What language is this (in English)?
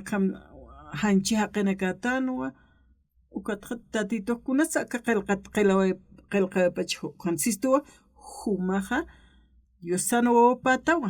Aymara